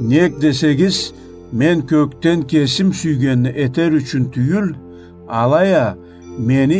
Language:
Karachay-Balkar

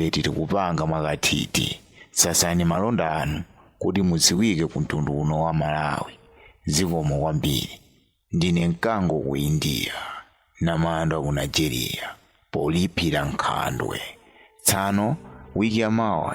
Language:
Nyanja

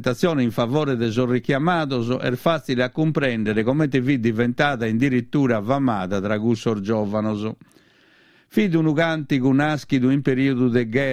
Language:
Sardinian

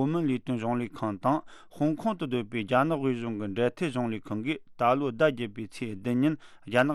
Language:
Tibetan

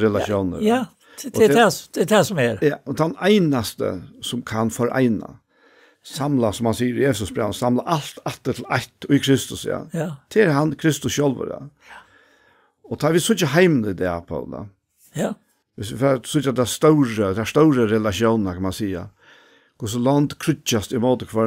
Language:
Faroese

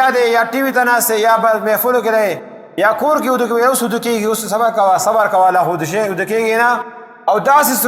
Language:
Pashto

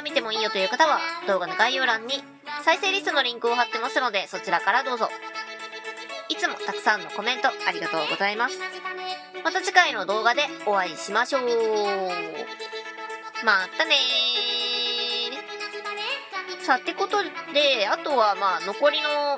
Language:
Japanese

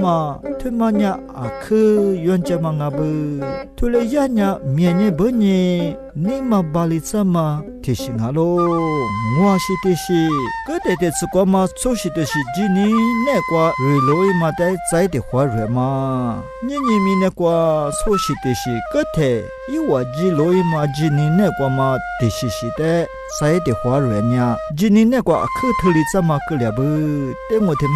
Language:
Lisu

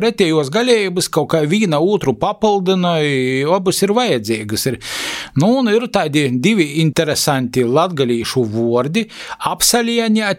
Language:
Latvian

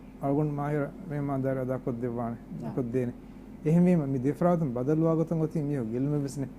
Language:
Divehi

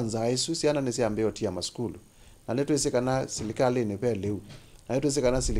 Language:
Kamba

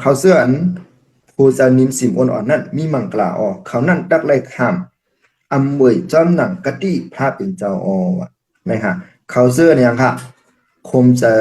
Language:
Shan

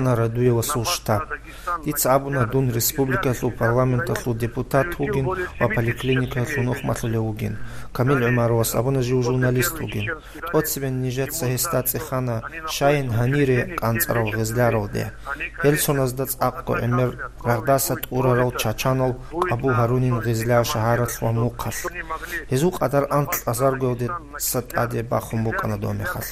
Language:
Avaric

